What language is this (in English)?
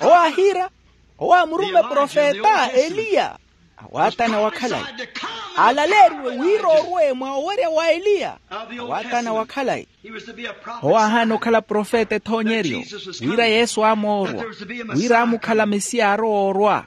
Makhuwa